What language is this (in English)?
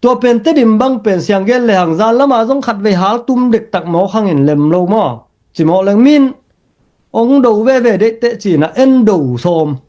Tedim Chin